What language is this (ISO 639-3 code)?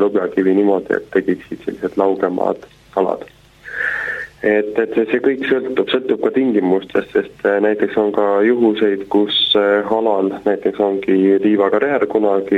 est